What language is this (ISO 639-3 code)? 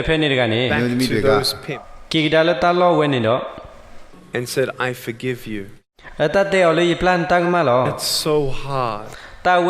ksw